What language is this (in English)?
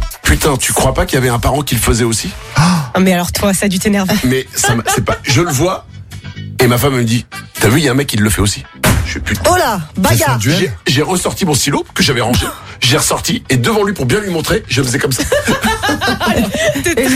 French